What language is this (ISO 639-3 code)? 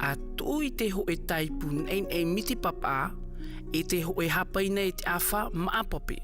tah